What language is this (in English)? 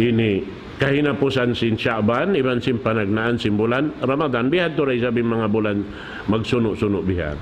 Tausug